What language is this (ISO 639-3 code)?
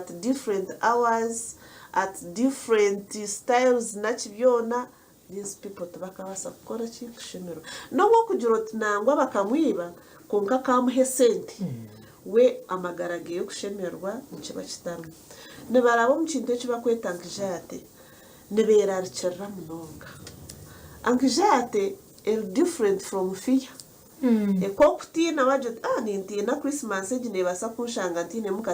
nyn